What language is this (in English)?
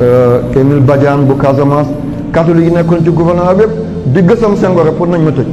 Wolof